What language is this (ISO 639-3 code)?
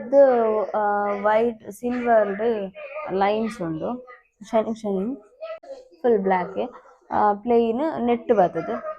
tcy